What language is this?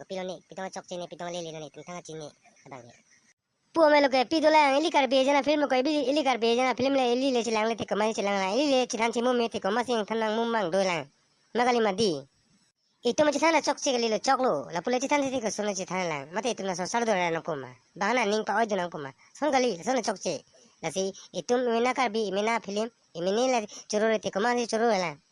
Karbi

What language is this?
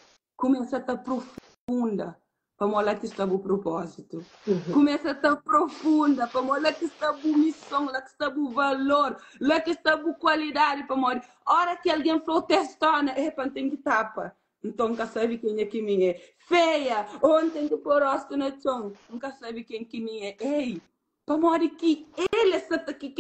Kabuverdianu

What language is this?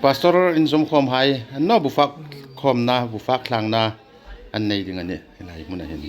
Hmar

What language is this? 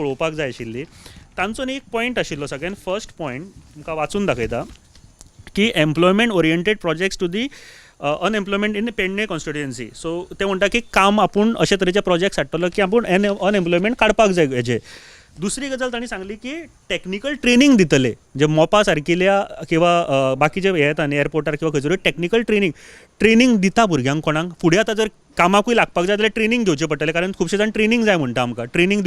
Konkani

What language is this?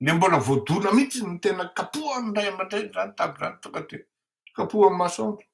Malagasy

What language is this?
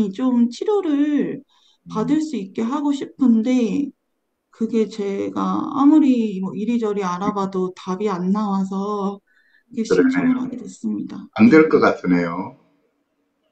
Korean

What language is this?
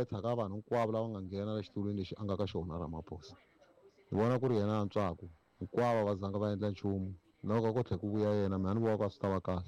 Tsonga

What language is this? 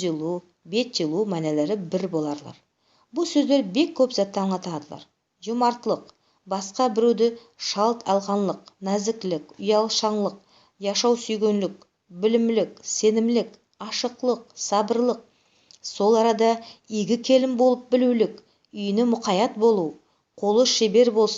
Nogai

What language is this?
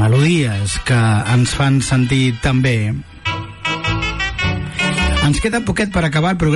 Catalan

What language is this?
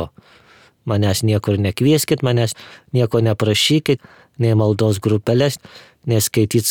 Lithuanian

